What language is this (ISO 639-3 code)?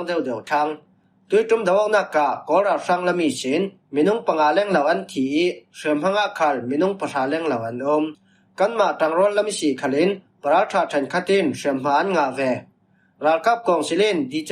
cfm